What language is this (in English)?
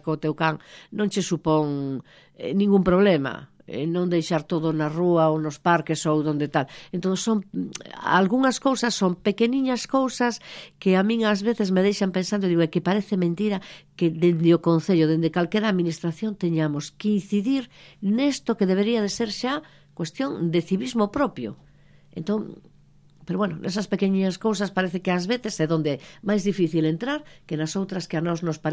Galician